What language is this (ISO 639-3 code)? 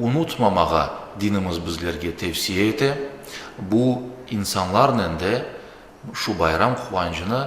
crh